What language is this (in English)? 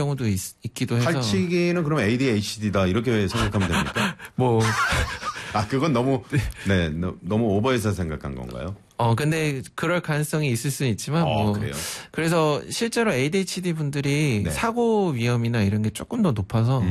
Korean